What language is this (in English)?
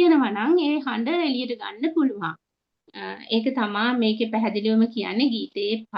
Sinhala